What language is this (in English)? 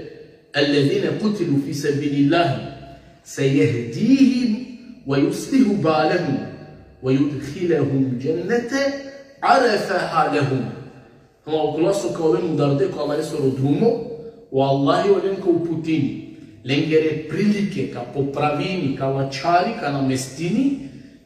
Balkan Romani